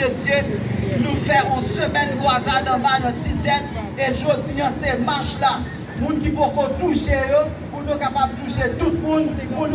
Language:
Haitian Creole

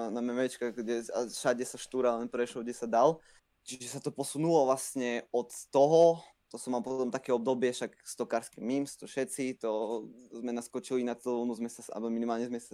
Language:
Slovak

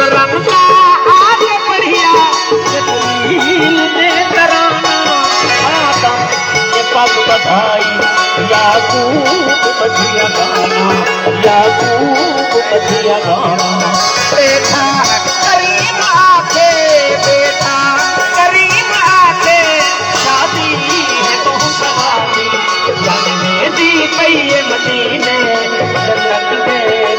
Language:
Saraiki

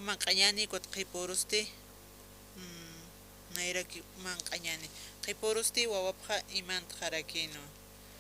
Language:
Aymara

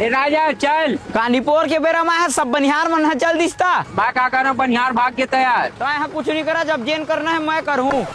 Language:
Chhattisgarhi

